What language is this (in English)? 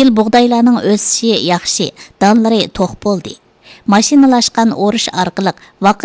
Uyghur